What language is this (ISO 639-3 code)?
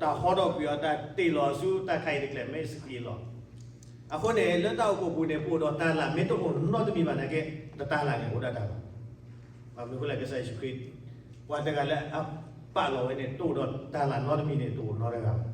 ksw